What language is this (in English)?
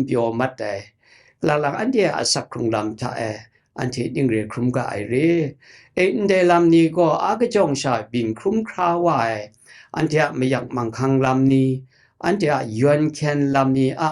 Kachin